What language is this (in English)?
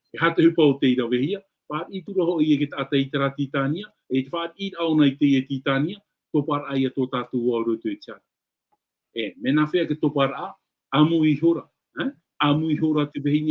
Tahitian